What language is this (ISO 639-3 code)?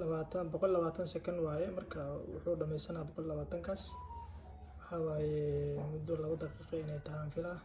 som